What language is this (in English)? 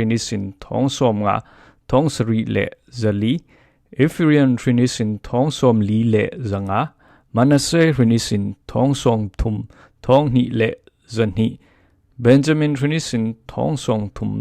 Falam Chin